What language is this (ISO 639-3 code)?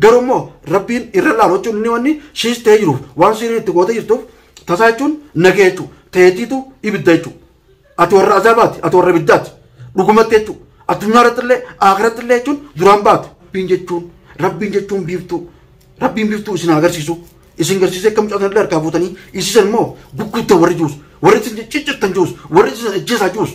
orm